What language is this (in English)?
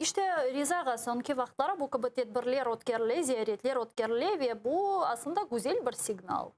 Crimean Tatar